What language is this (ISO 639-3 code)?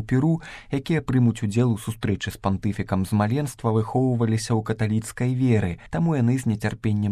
bel